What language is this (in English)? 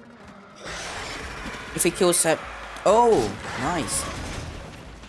English